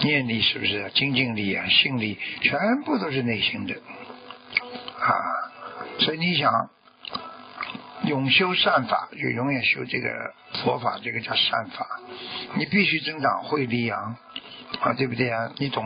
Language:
Chinese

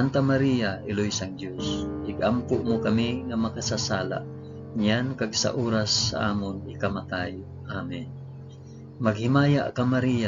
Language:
Hiligaynon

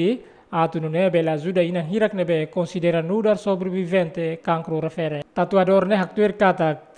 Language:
Tetum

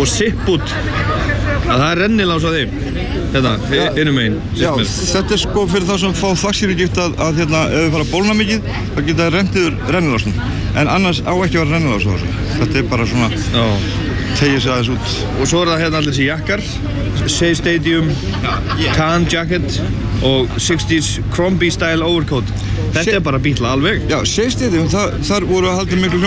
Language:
Icelandic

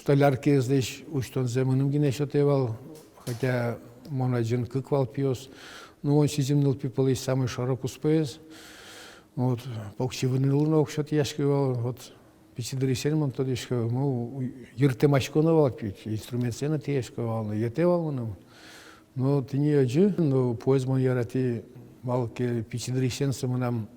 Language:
Udmurt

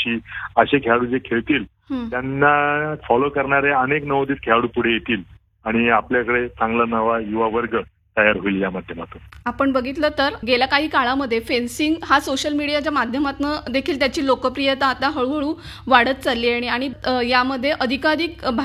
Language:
Marathi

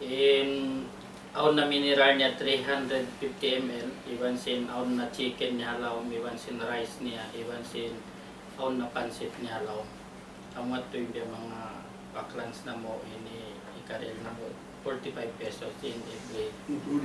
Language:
Tausug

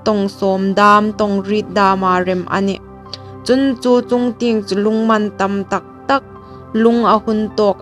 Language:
Hmar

